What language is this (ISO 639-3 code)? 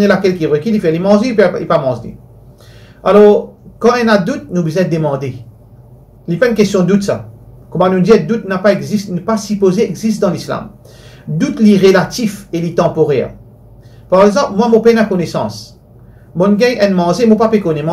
mfe